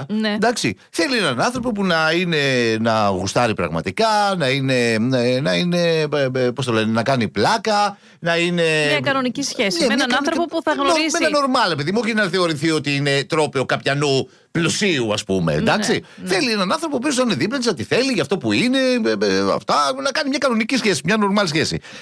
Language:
Greek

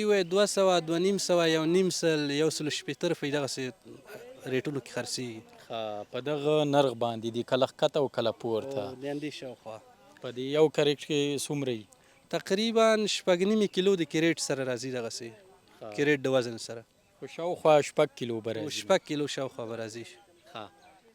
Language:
Pashto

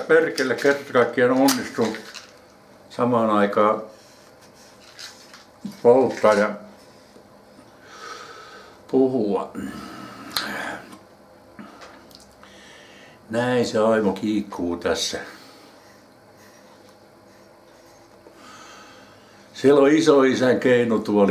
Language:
Finnish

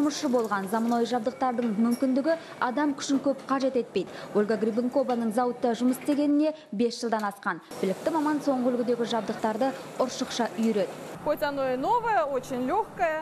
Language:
Kazakh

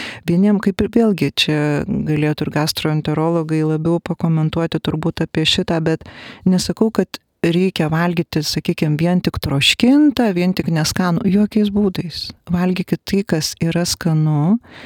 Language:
Lithuanian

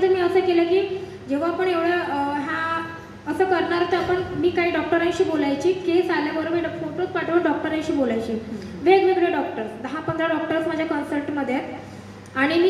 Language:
Marathi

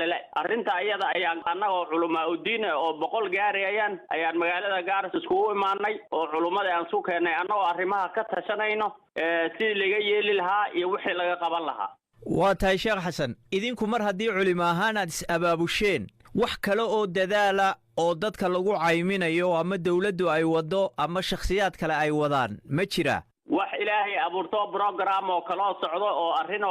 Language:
Somali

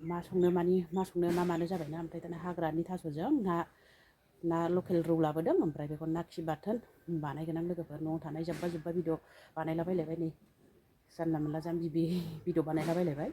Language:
Bodo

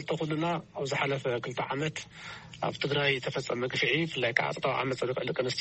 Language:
Tigrinya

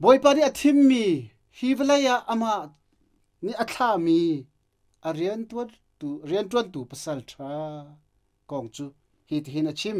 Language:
Hakha Chin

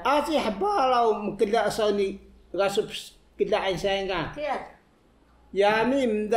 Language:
Taroko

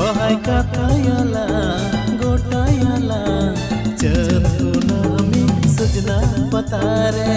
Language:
Santali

